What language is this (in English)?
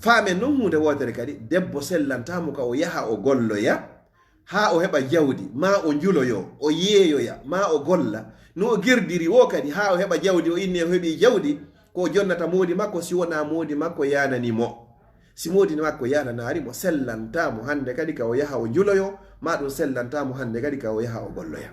Fula